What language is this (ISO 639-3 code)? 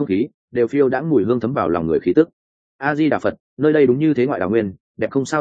vie